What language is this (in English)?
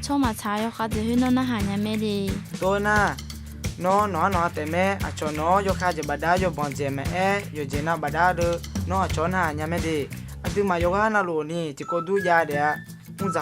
Akha